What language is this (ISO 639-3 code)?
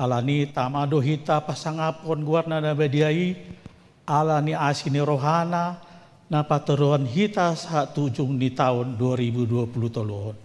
bbc